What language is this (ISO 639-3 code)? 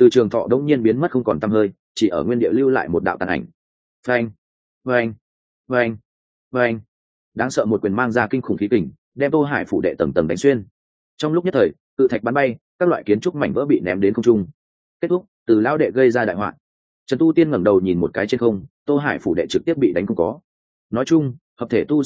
vie